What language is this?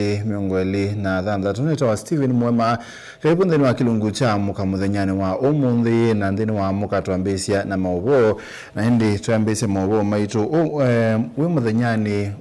Kamba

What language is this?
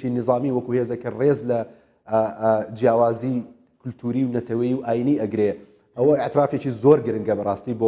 Central Kurdish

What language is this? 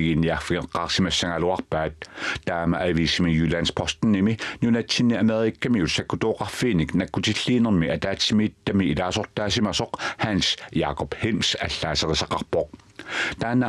Kalaallisut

